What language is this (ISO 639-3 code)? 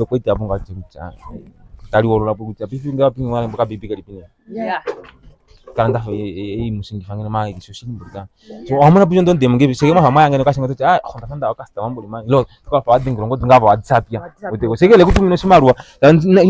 swa